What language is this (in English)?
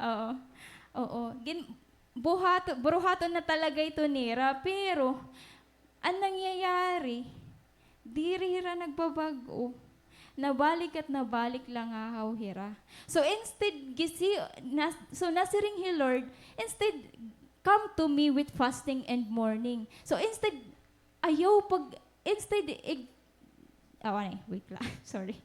Waray